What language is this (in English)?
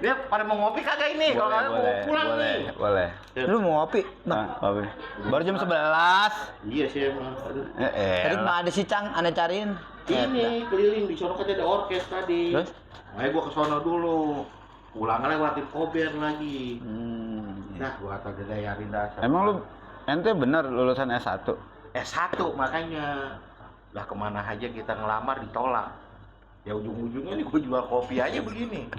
Betawi